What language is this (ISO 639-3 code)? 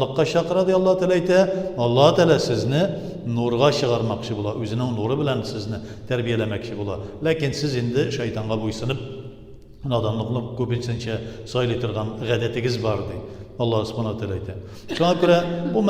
tat